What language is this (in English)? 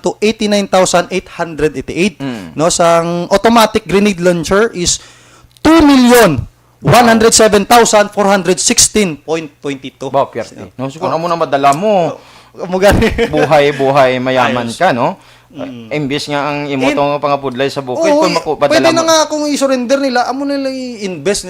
Hiligaynon